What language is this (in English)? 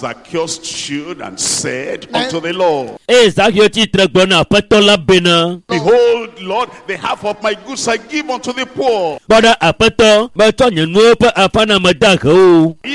Ewe